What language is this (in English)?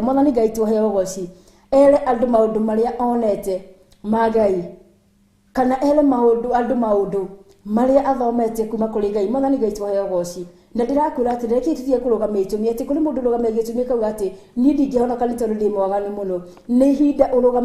Kikuyu